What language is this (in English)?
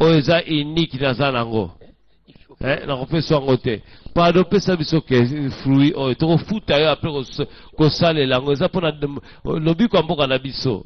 Lingala